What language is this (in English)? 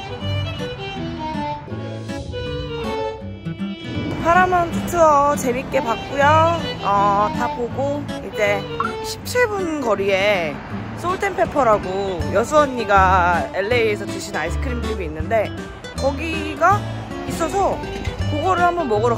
Korean